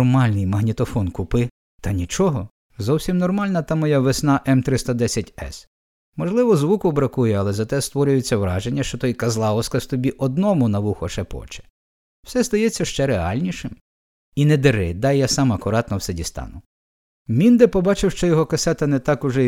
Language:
Ukrainian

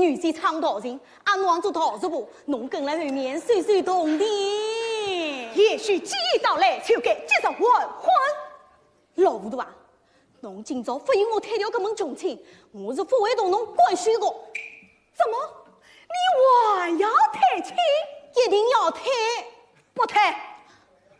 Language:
Wu Chinese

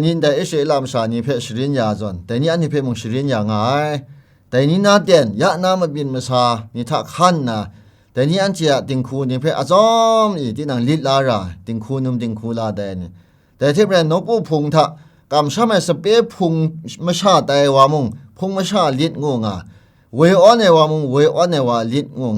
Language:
Kachin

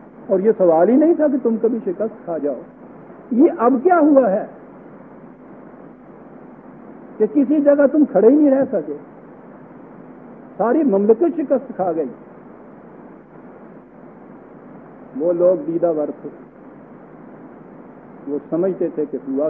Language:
Urdu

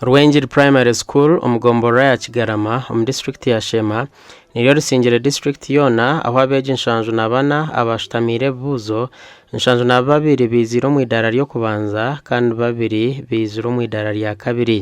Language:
Nyankole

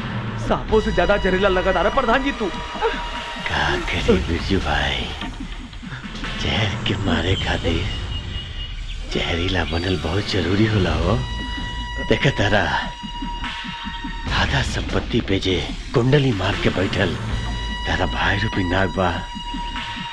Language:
Bhojpuri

